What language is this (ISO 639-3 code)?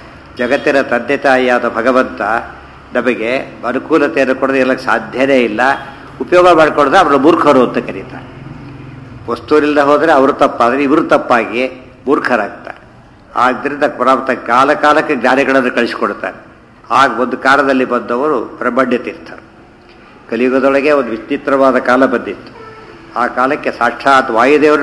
kan